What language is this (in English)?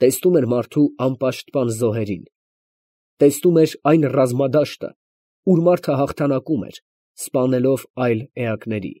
Armenian